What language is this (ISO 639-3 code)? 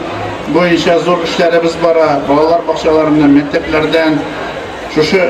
tat